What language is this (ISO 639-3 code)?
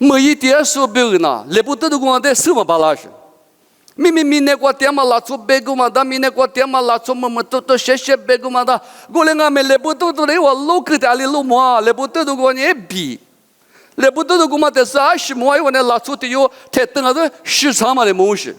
lis